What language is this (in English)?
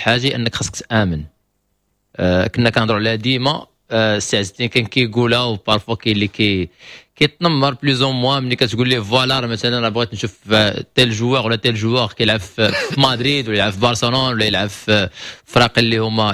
Moroccan Arabic